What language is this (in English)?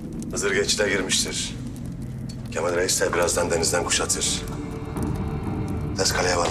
Turkish